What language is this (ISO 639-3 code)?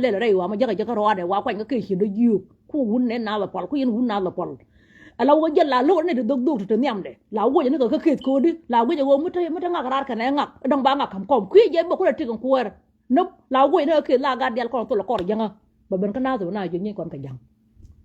nus